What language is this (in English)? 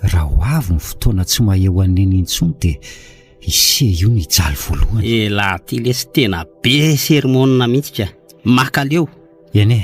Malagasy